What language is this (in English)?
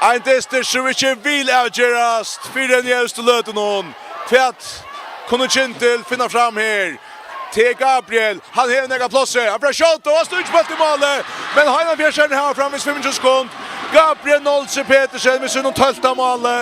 Faroese